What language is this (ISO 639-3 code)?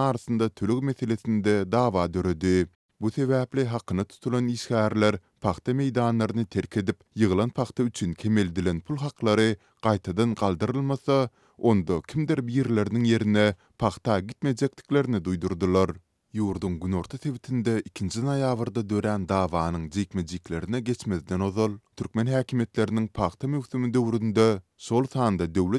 tuk